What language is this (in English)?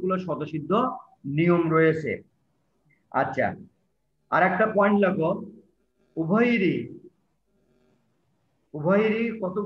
Bangla